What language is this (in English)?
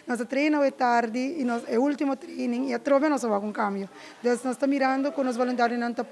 Papiamento